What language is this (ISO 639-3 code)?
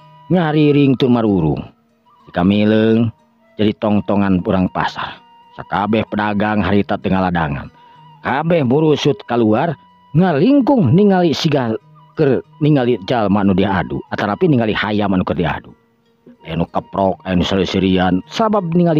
sun